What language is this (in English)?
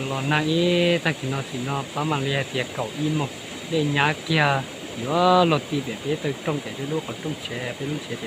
Hmong